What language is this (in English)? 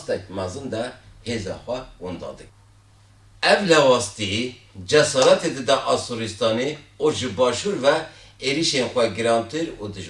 Kurdish